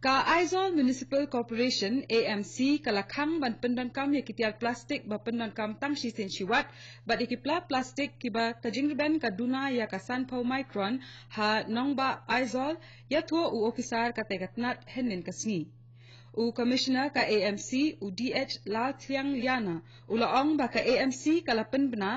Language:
Khasi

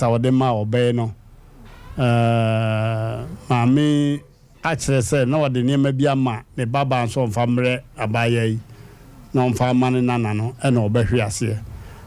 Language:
Akan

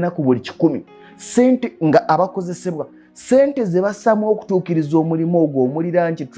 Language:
Ganda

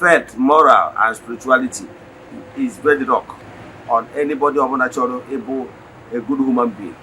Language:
Igbo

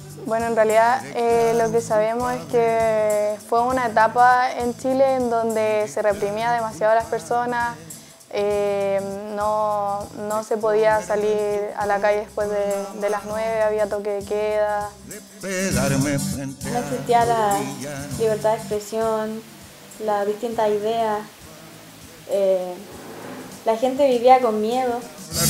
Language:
Spanish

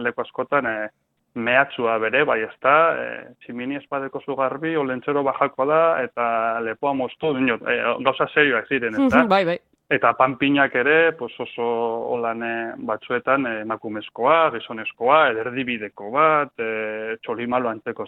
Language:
Basque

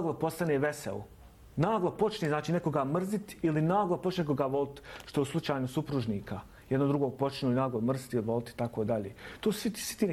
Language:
Bosnian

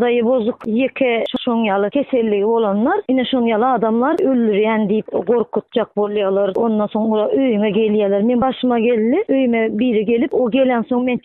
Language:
Turkmen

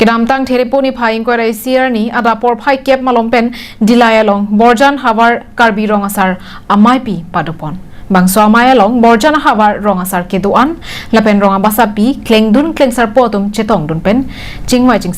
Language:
Karbi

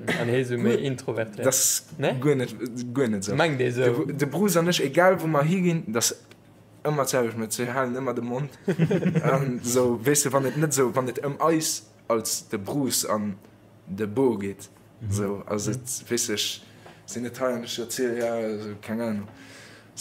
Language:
Luxembourgish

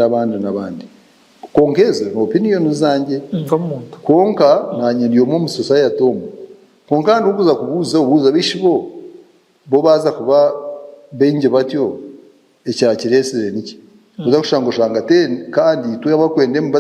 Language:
Nyankole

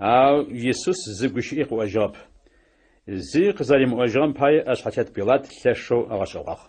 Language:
Adyghe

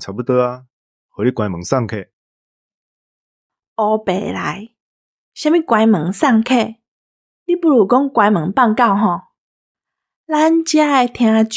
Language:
Min Nan Chinese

